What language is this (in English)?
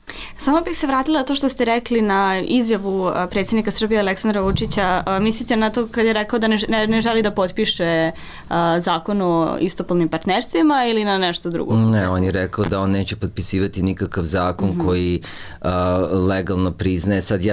Serbian